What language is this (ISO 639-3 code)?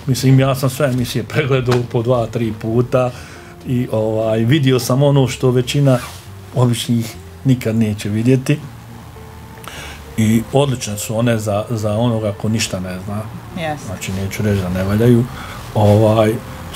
bos